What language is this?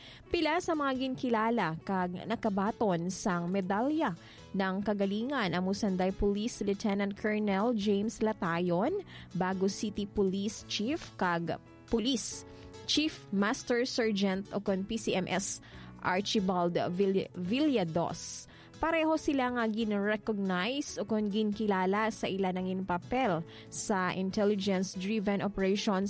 Hiligaynon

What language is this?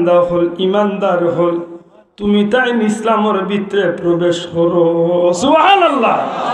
Sylheti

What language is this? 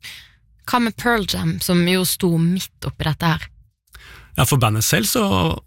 Norwegian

